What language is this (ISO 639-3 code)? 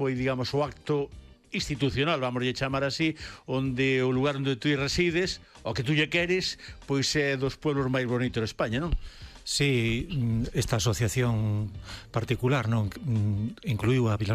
glg